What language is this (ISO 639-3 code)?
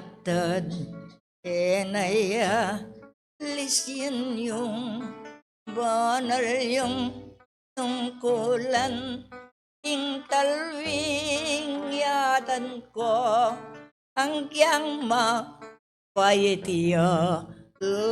pam